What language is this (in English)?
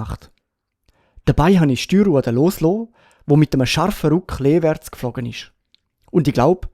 Swiss German